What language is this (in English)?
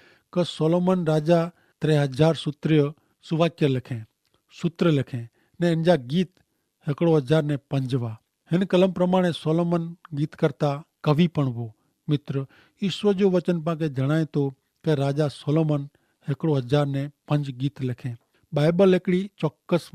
Kachhi